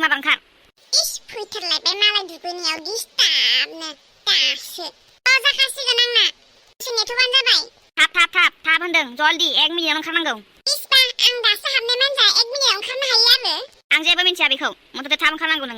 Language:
Bodo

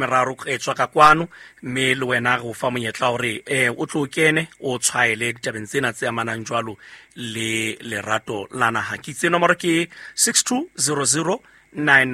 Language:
Southern Sotho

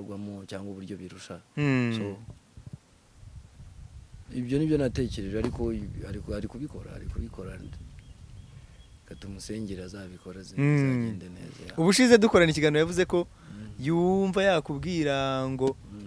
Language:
Kinyarwanda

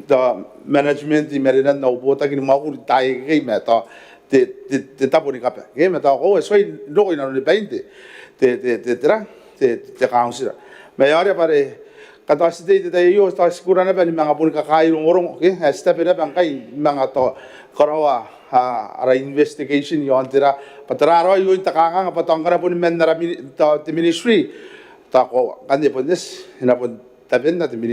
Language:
Gilbertese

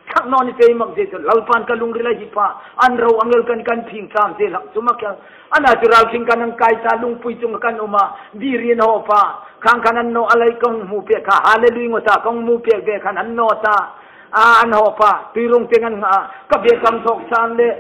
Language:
Hmar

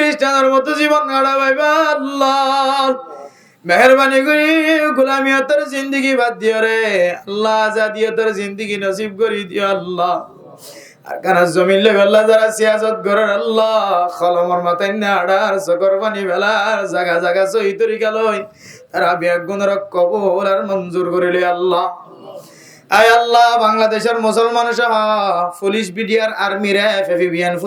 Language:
Rohingya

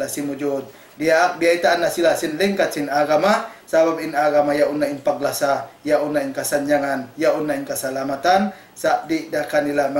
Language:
Tausug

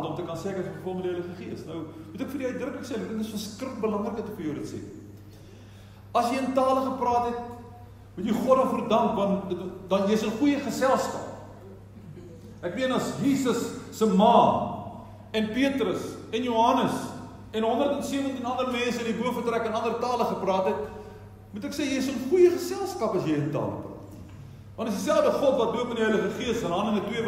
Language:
Afrikaans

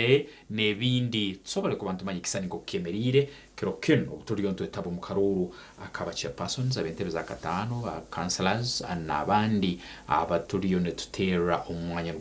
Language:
Nyankole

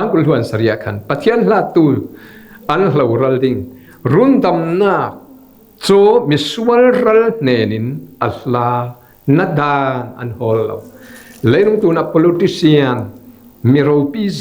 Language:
Falam Chin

